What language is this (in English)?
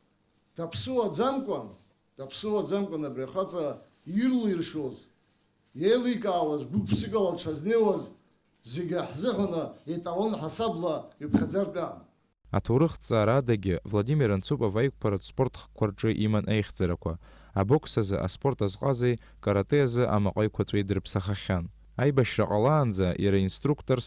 Abkhazian